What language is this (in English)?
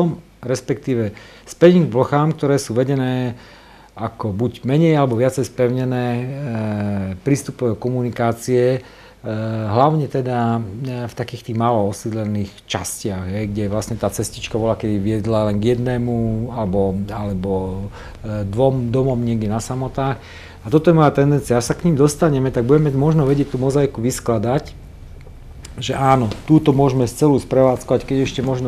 Slovak